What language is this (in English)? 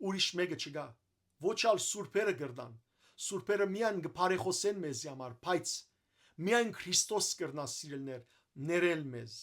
Western Armenian